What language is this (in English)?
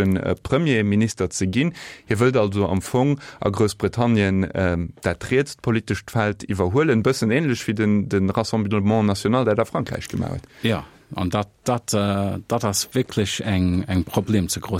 Luxembourgish